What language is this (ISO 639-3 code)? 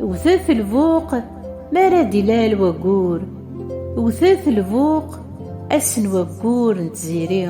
kab